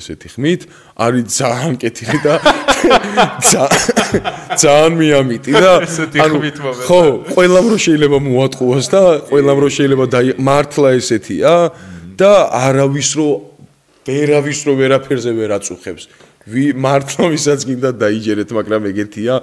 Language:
Georgian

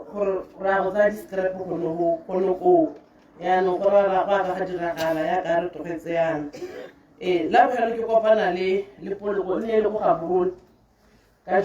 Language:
Tswana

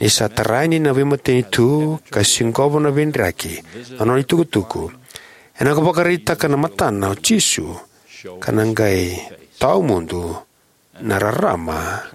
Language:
Fijian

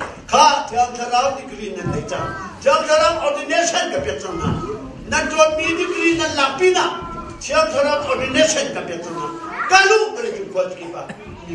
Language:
Hakha Chin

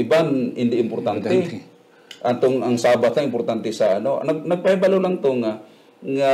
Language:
Hiligaynon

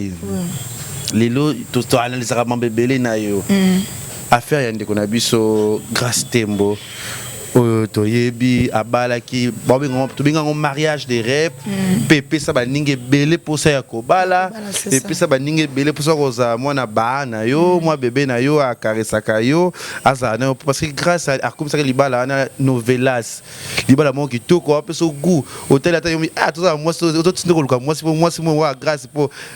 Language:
Lingala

